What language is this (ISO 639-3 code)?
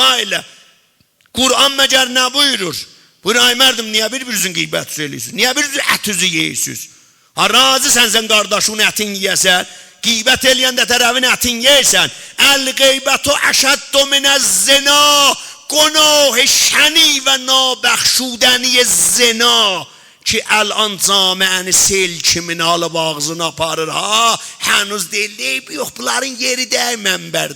azb